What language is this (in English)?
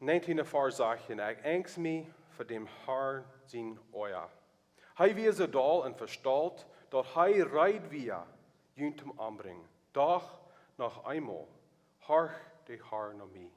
Plautdietsch